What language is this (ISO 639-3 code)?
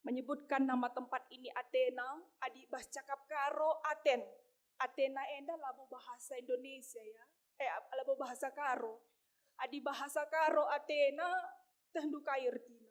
btx